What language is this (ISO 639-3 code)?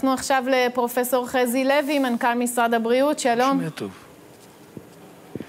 heb